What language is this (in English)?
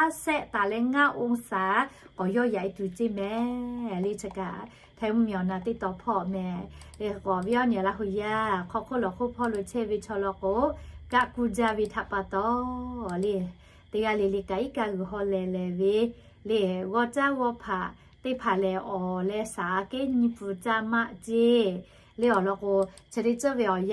Lahu